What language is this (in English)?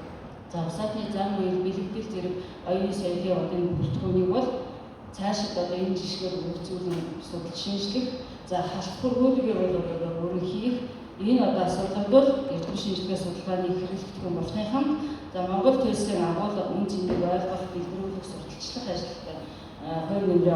Mongolian